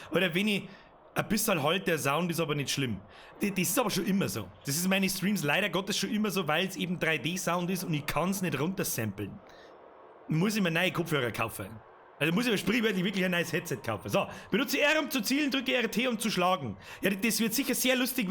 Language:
Bavarian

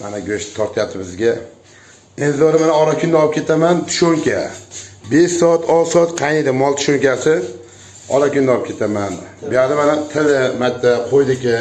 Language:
Uzbek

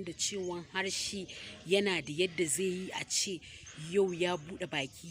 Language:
Hausa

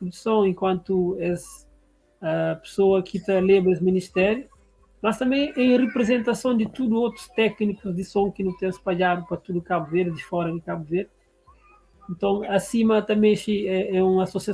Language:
Kabuverdianu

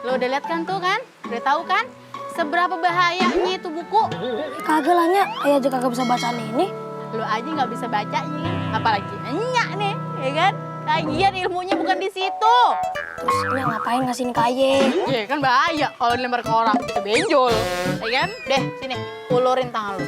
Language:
Betawi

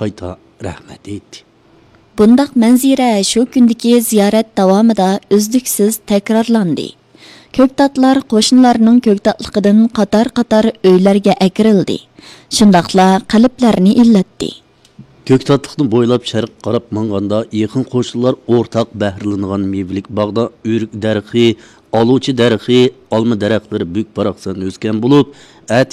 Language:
Uyghur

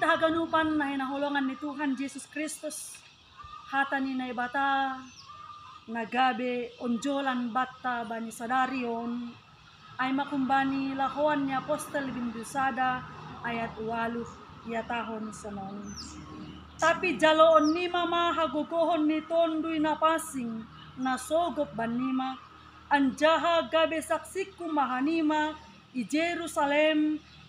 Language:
Batak Simalungun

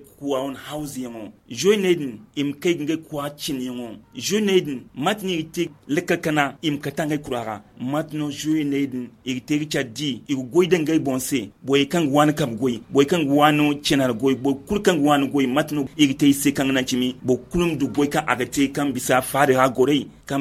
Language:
Zarma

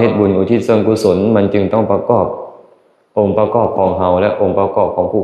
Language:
Lao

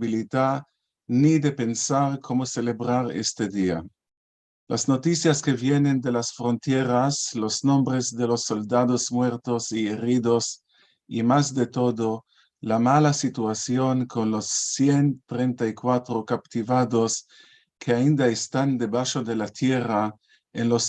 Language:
Ladino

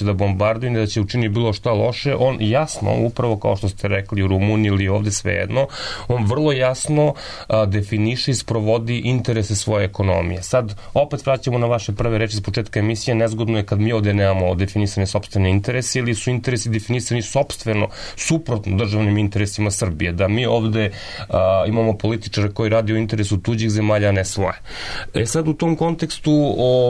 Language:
Serbian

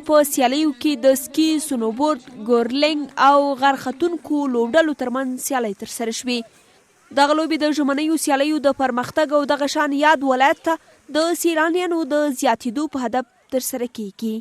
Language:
Pashto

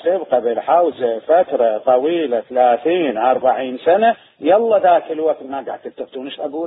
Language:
Mesopotamian Arabic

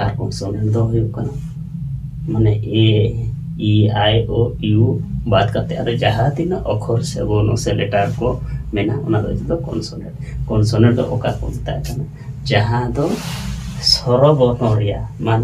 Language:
Santali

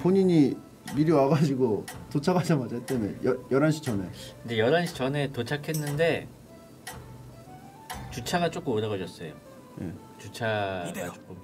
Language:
Korean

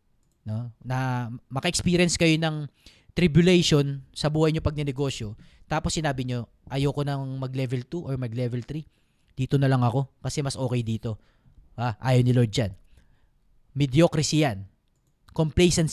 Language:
Filipino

